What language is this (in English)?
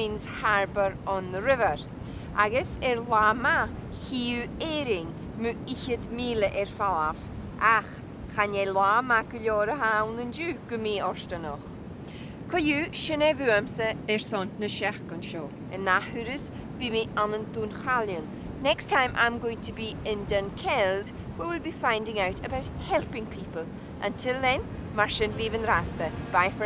Scottish Gaelic